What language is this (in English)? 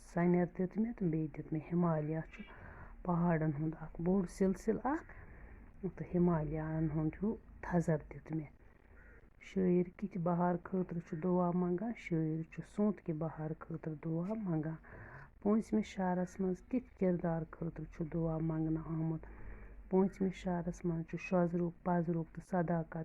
Kashmiri